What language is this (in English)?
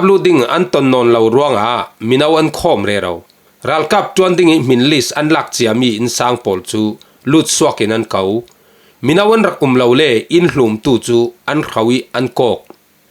Falam Chin